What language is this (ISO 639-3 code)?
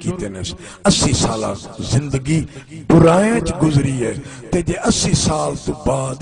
skr